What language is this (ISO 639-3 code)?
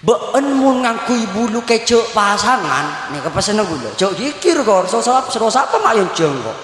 mad